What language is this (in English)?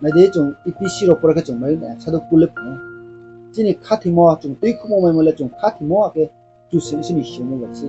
Riang (India)